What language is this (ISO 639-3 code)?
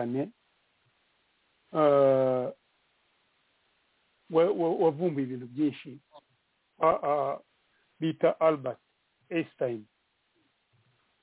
kin